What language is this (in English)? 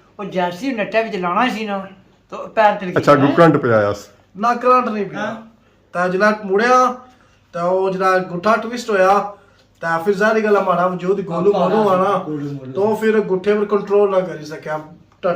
Pahari-Potwari